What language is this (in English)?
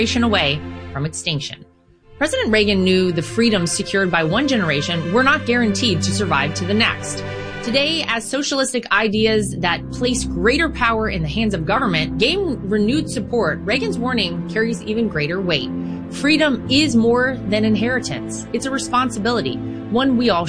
English